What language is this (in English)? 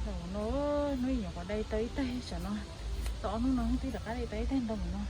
Hmong